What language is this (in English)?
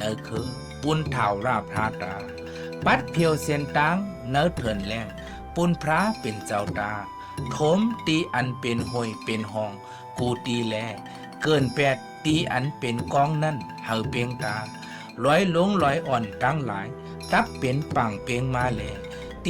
Shan